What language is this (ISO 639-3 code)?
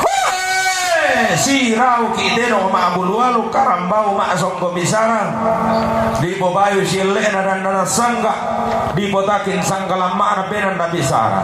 sda